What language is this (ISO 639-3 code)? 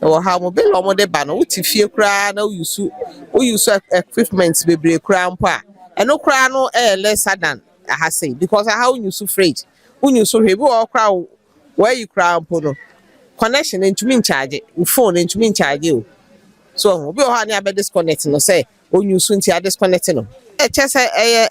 aka